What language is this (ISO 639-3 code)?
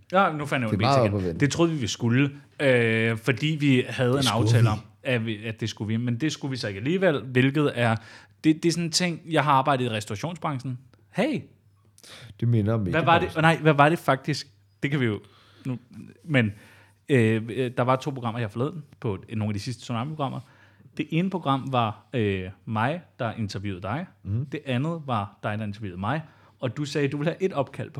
dan